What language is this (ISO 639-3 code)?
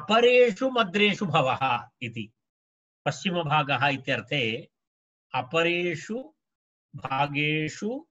san